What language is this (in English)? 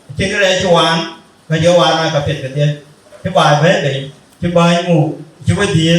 Dinka